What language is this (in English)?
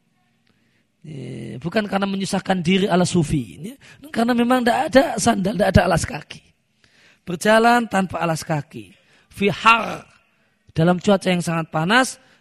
Indonesian